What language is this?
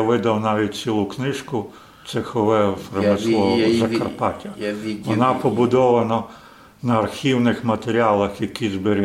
Rusyn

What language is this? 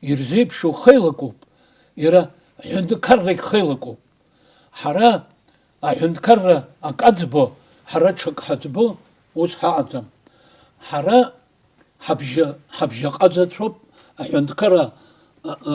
Abkhazian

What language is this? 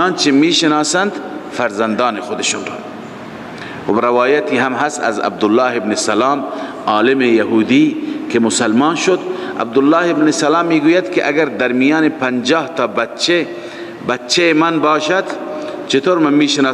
Persian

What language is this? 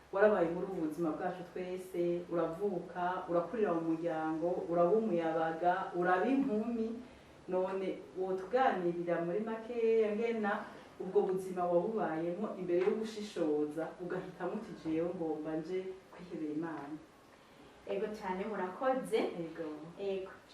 Rundi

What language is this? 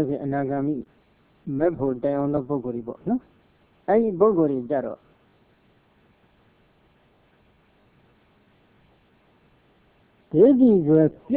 Burmese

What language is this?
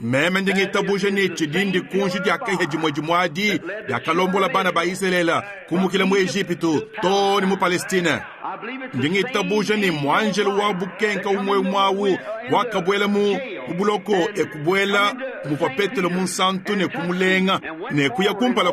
Luba-Lulua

